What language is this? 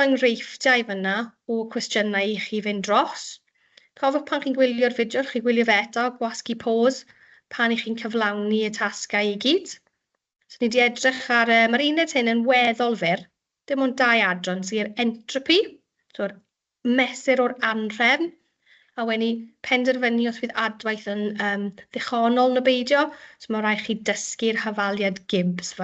Welsh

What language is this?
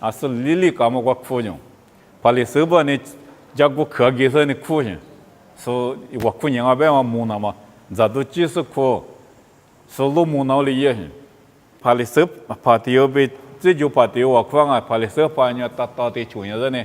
Lisu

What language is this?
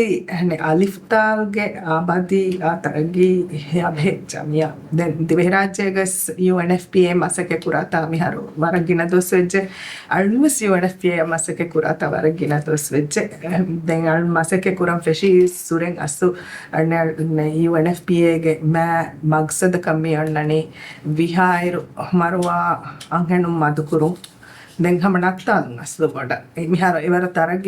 Divehi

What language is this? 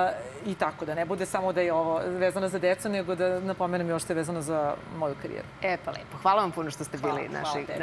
Serbian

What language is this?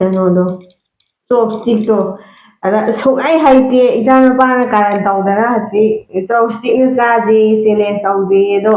Manipuri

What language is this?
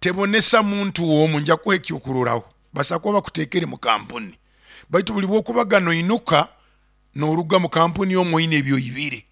Nyoro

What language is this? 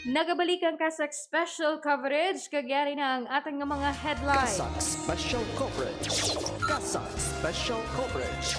Hiligaynon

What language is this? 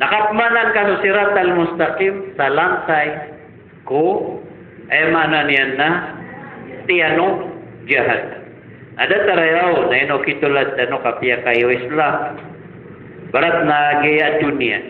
Maranao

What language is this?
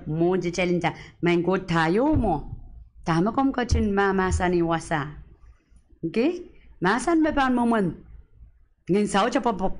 Pohnpeian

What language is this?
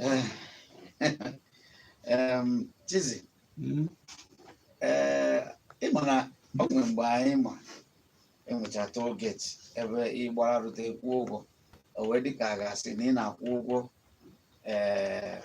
Igbo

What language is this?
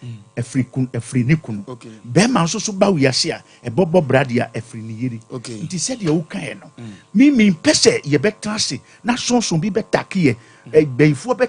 Akan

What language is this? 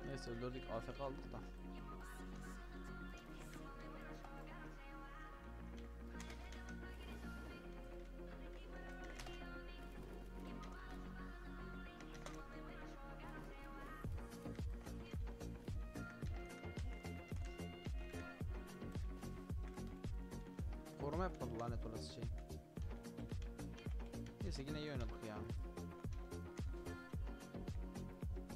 Turkish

